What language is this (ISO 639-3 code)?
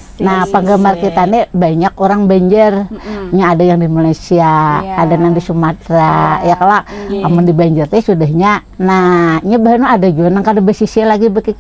bjn